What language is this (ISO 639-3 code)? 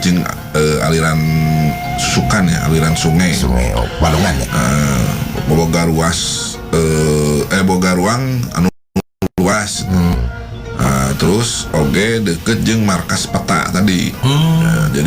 sun